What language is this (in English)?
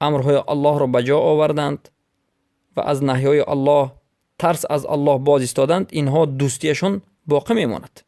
Persian